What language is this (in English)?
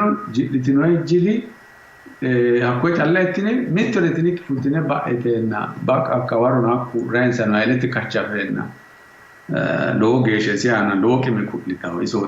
Sidamo